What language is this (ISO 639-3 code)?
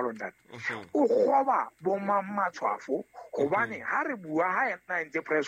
sot